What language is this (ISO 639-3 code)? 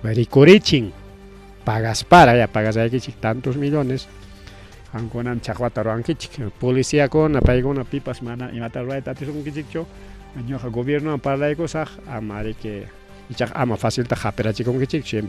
quy